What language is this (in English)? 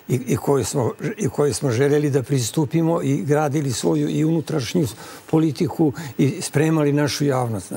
Serbian